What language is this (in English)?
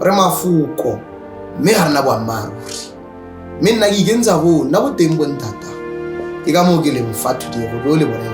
Tswana